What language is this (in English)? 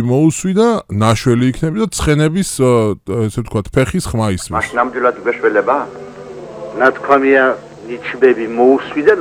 Georgian